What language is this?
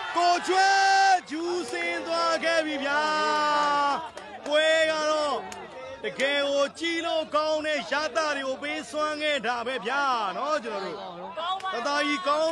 Burmese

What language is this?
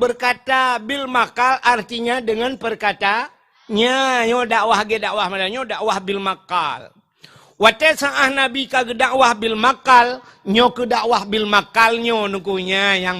Achinese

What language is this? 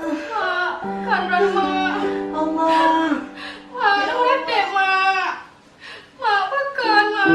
Achinese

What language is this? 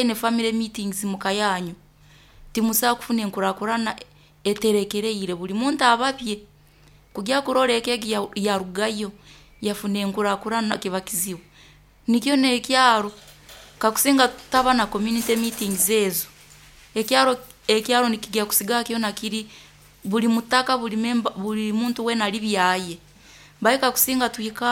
Nyoro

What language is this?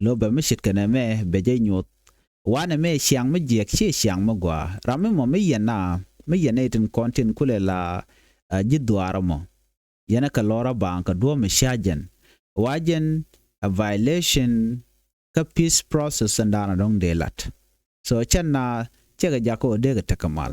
Nuer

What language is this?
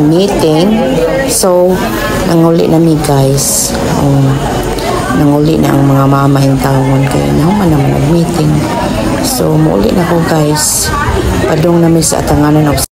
Cebuano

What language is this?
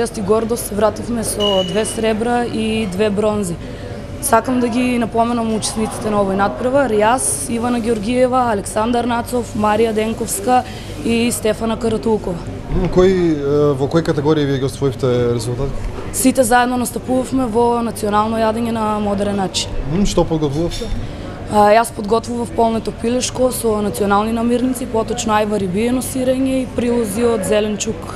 Macedonian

